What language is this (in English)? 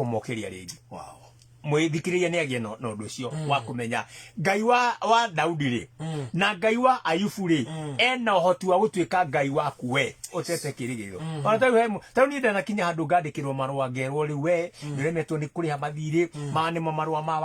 Kikuyu